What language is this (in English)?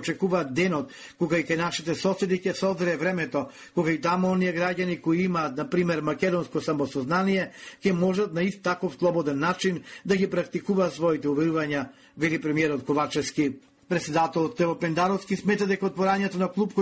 Macedonian